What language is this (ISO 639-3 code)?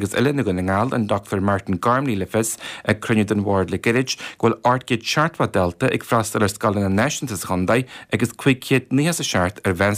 gle